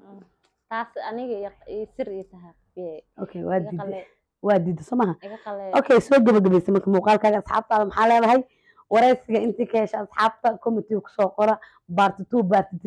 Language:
Somali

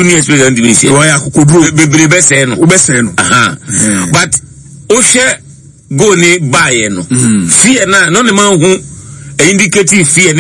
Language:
Akan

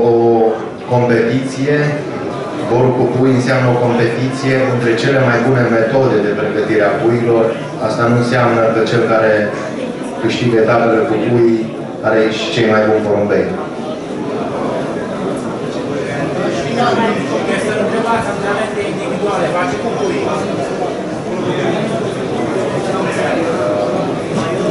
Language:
Romanian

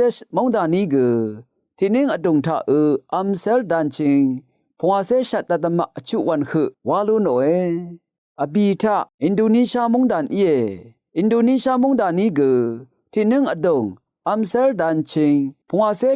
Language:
Rawang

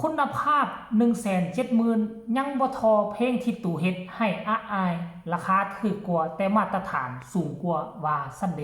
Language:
Northeastern Thai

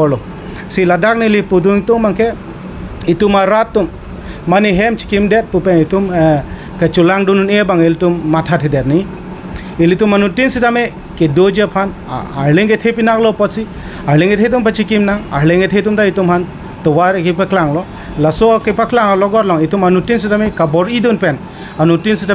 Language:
Karbi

